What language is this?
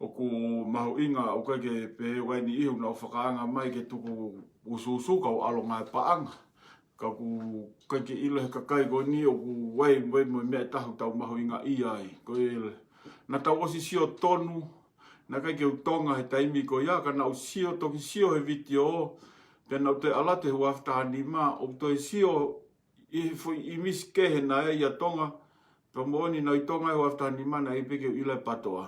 Tongan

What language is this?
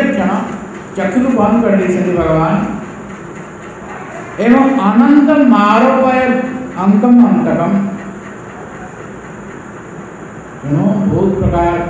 Odia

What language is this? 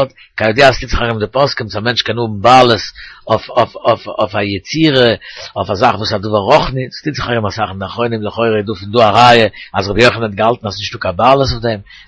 Yiddish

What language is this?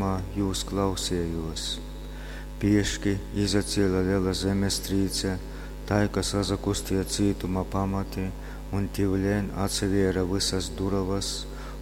Latgalian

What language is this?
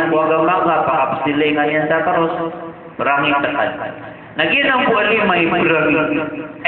Maranao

